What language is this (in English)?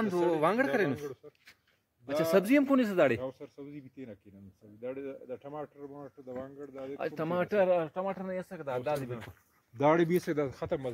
Brahui